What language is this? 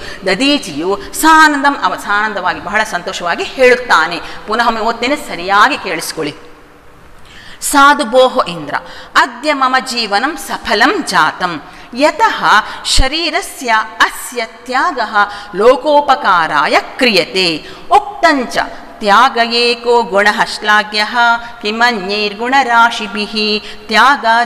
Kannada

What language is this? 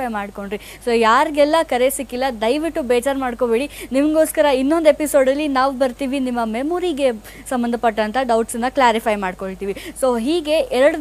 Kannada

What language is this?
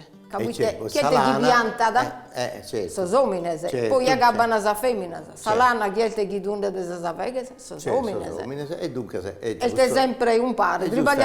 Sardinian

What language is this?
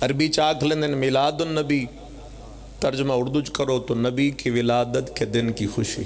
Pahari-Potwari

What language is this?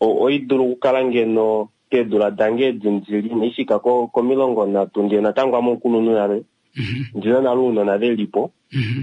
Kuanyama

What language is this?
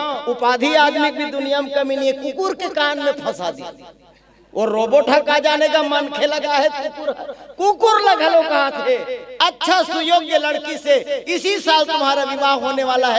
Chhattisgarhi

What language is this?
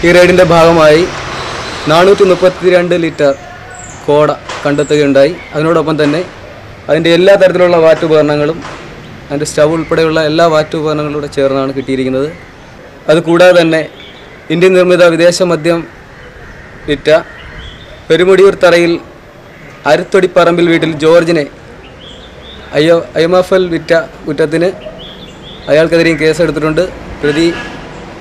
Malayalam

